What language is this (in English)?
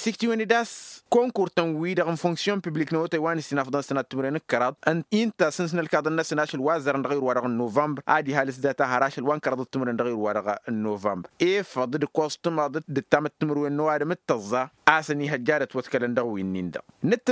Tamasheq